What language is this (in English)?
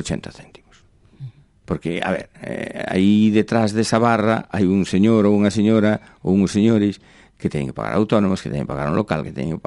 Galician